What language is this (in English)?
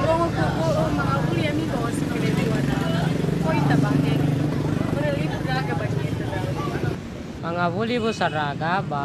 Nias